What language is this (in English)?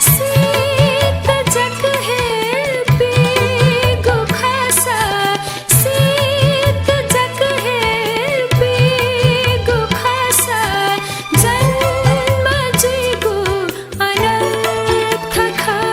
Newari